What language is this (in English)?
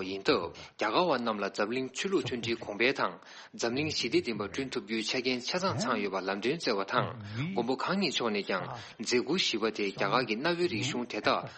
Tibetan